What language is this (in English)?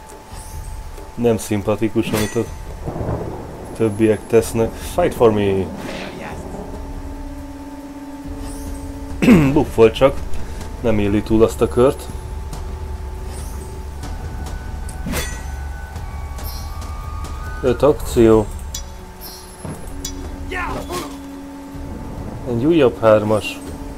Hungarian